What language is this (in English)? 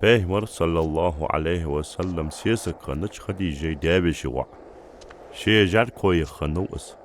Ingush